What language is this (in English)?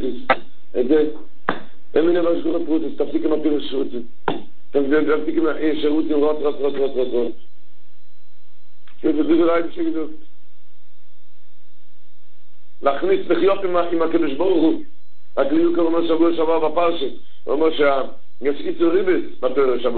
Hebrew